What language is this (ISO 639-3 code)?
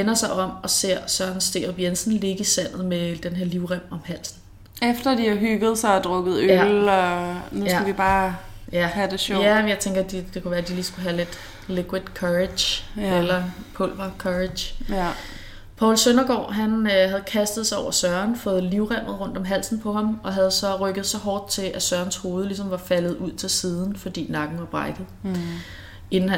dan